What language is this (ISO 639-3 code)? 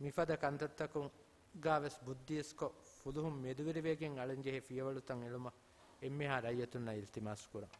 div